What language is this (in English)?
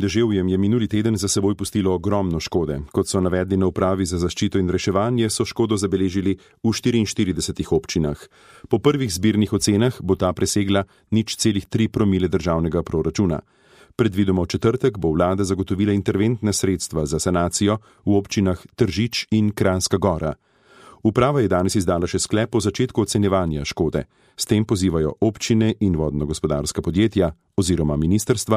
Slovenian